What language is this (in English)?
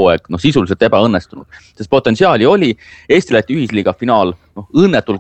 Estonian